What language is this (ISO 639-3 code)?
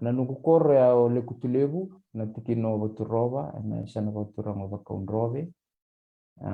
fij